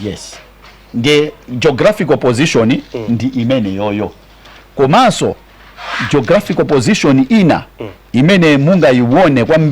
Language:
Nyanja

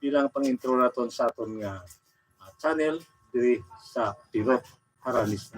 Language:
Hiligaynon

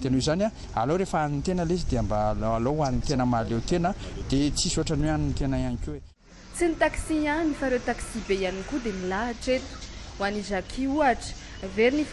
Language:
Malagasy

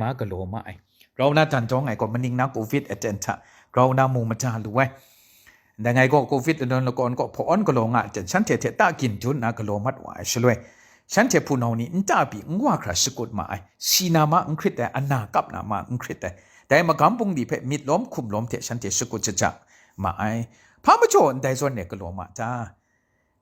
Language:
Kachin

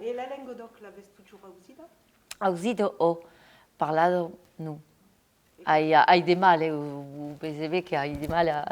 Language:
Occitan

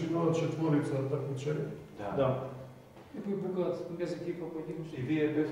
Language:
Macedonian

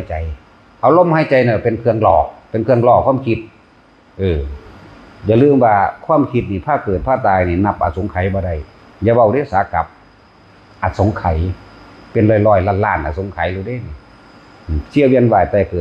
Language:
Northeastern Thai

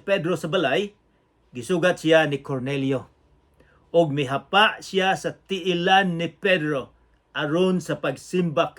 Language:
Cebuano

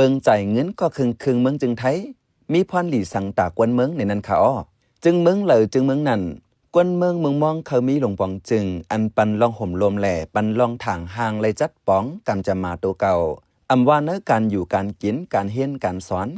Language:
Shan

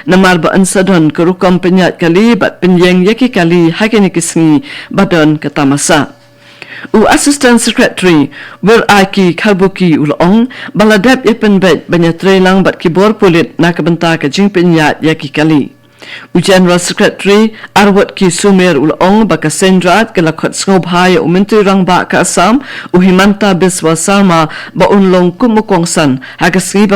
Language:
Khasi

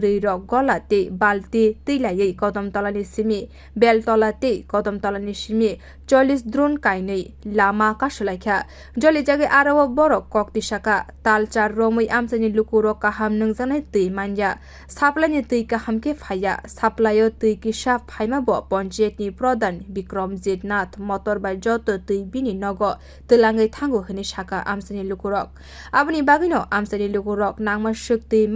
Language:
Kok Borok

